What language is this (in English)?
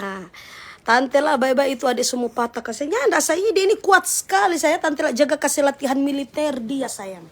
Manado Malay